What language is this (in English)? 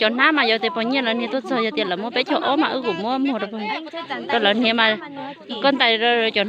Hmong